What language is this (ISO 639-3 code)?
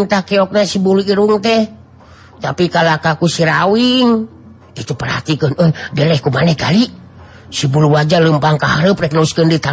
sun